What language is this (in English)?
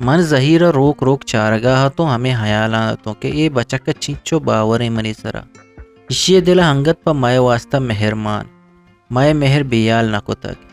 Eastern Balochi